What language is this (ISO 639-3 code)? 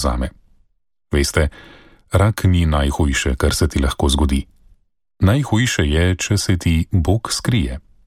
slv